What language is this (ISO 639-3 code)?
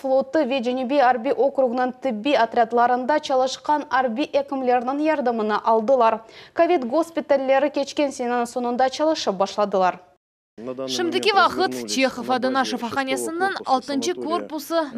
crh